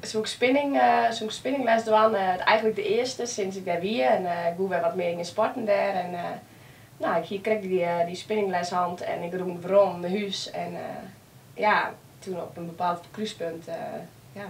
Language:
Western Frisian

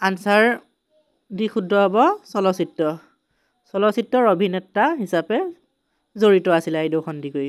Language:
Assamese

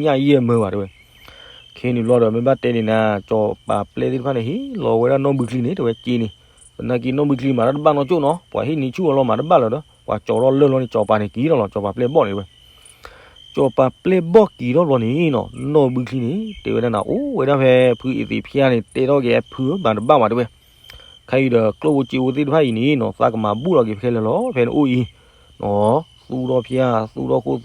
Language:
S'gaw Karen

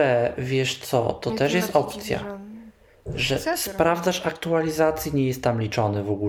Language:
Polish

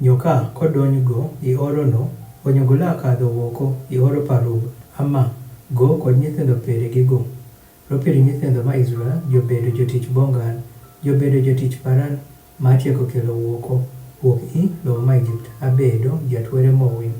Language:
Adhola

